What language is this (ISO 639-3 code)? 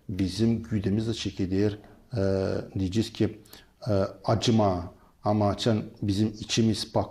gag